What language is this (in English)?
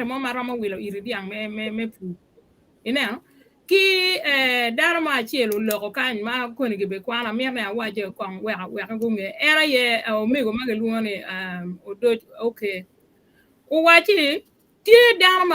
Acoli